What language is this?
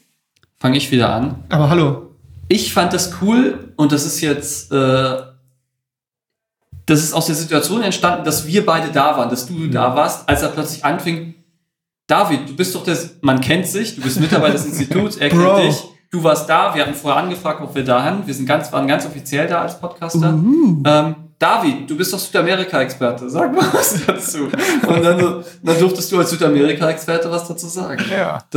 German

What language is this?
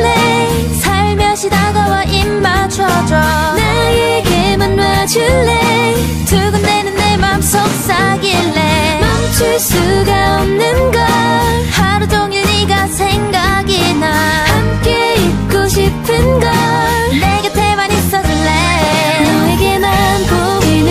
Korean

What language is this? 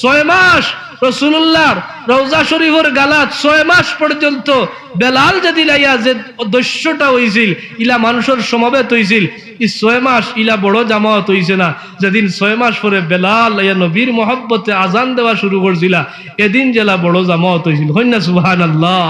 Sylheti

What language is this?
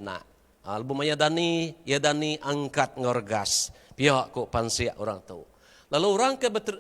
Iban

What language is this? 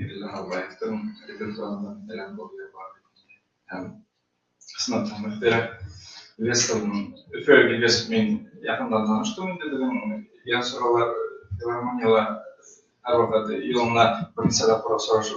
Bashkir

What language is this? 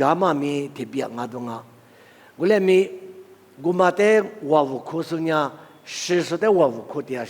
Lisu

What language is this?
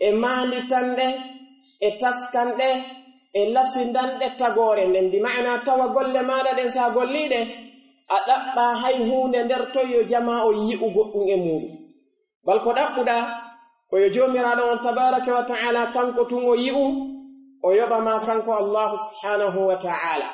Pular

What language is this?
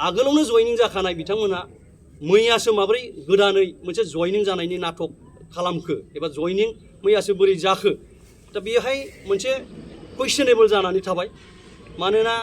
Bodo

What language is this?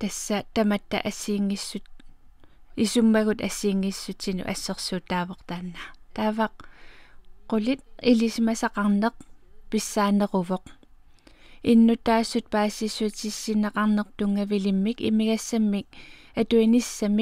Kalaallisut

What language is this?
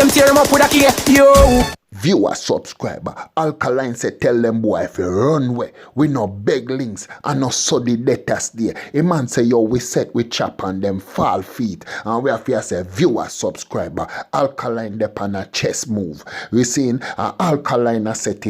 Jamaican Creole English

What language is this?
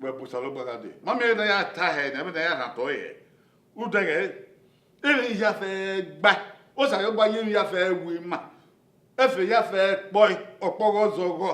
Bini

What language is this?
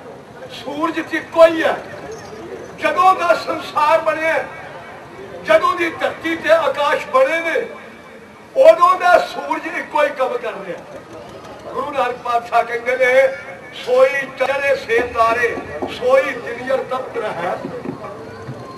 Punjabi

